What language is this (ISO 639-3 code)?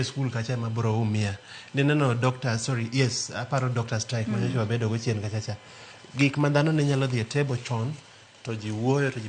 luo